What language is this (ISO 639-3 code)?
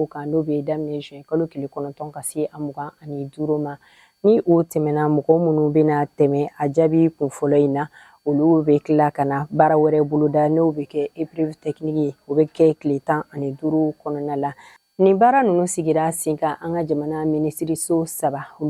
bam